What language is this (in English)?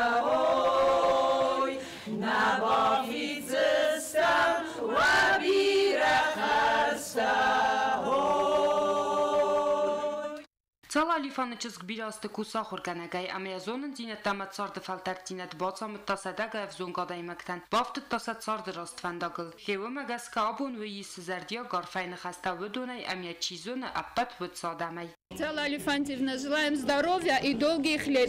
Ossetic